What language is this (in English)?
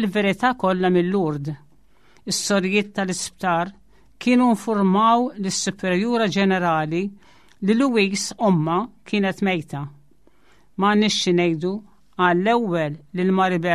Maltese